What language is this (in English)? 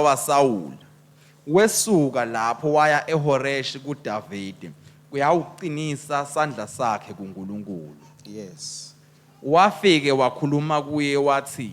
Swati